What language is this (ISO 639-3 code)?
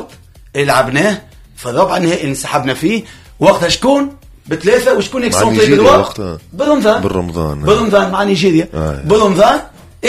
aeb